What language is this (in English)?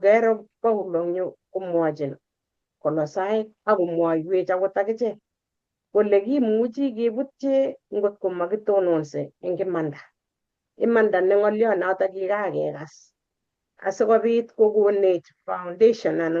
Kalenjin